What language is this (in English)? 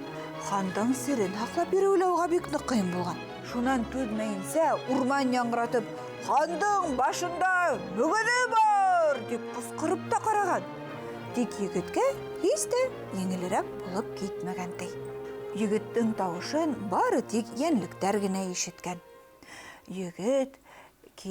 Bashkir